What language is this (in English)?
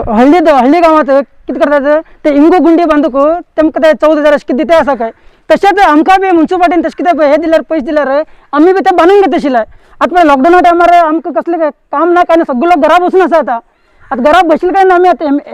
Konkani